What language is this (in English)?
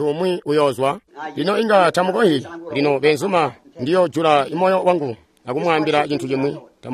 Tonga (Zambia)